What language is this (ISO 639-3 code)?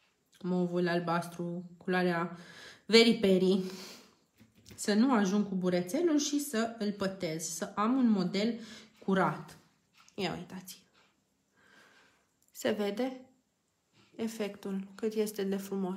ron